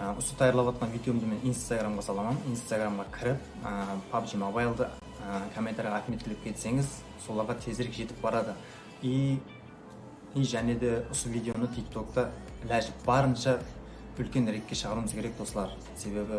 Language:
Kara-Kalpak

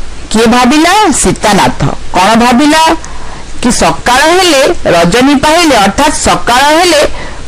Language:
Odia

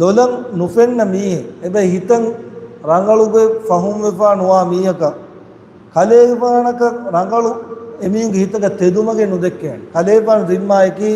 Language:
Divehi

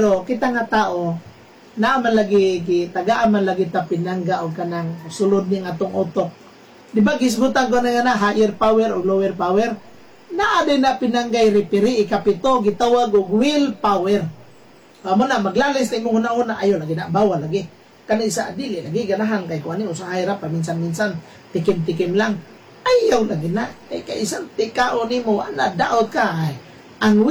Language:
Cebuano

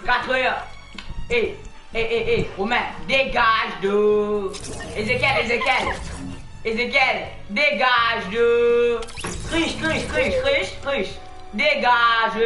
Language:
Morisyen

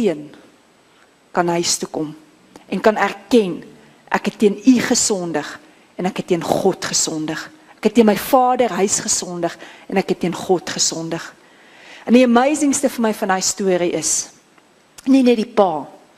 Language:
Afrikaans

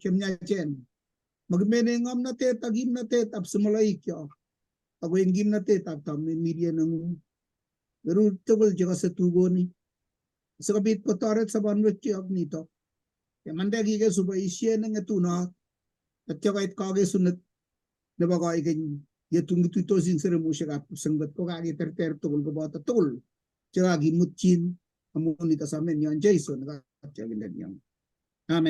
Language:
Kalenjin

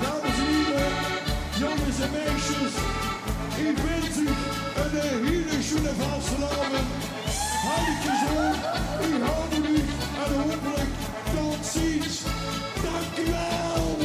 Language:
Limburgish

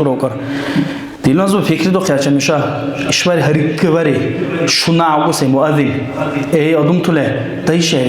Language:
Dargwa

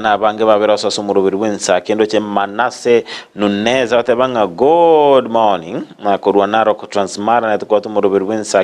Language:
Gusii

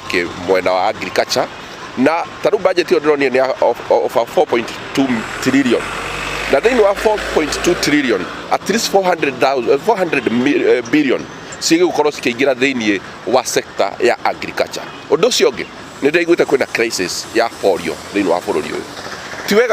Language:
Kikuyu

